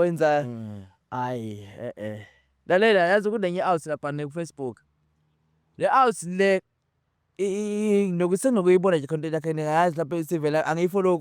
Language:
Zulu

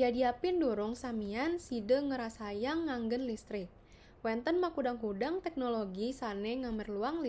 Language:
Balinese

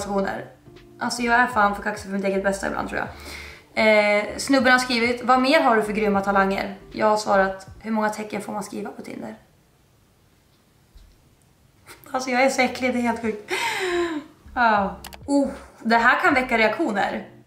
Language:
Swedish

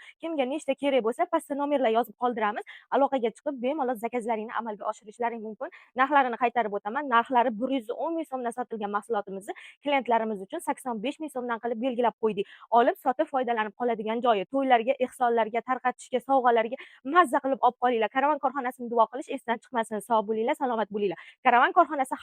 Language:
Uzbek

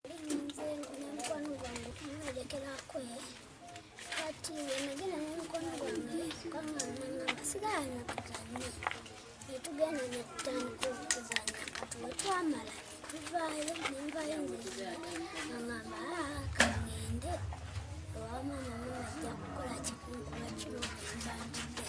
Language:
Ganda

